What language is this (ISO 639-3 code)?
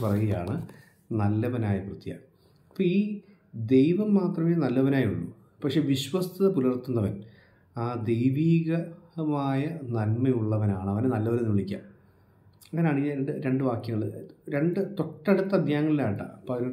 mal